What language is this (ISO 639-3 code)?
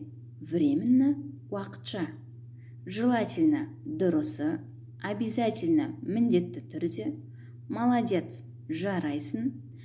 kaz